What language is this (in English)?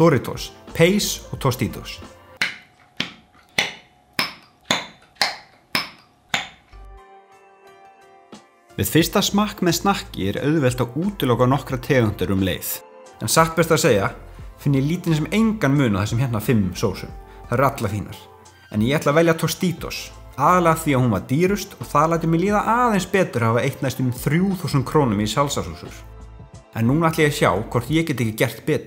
Icelandic